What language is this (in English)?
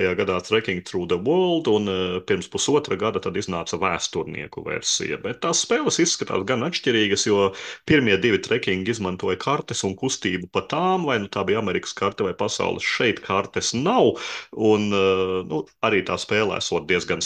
Latvian